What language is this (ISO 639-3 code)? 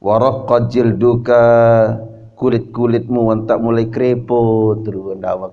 sas